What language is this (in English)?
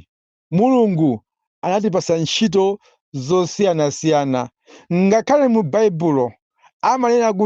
Nyanja